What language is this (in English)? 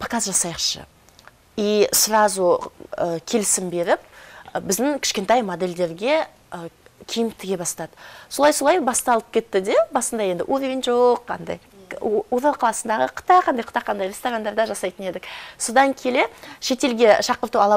Kazakh